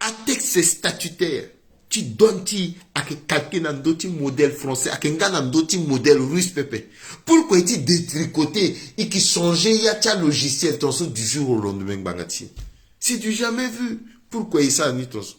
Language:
Sango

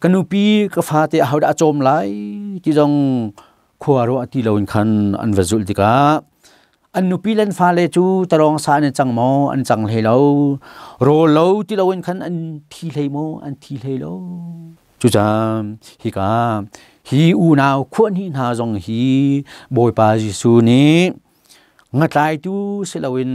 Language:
Hakha Chin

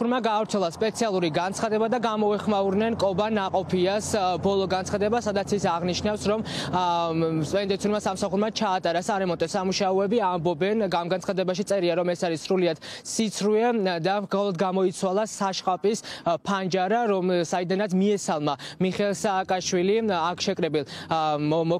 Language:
Georgian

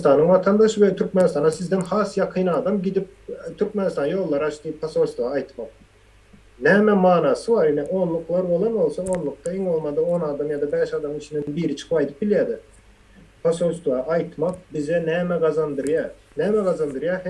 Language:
Turkmen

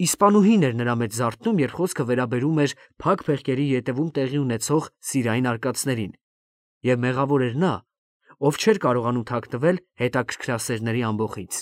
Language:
Armenian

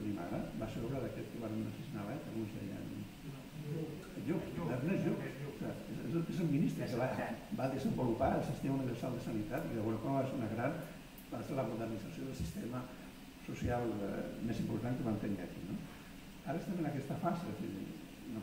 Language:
Catalan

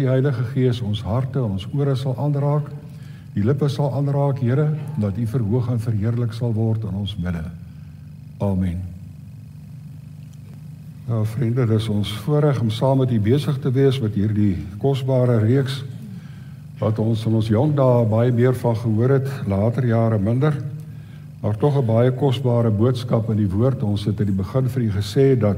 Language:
Afrikaans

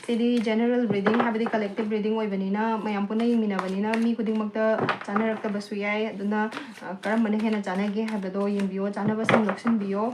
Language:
Manipuri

